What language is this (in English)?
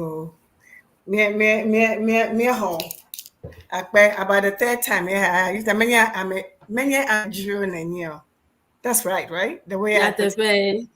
Ewe